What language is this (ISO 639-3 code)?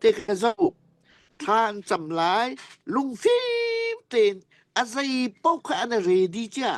cfm